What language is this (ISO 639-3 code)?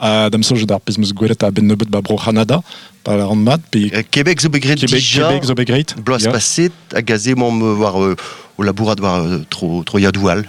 bre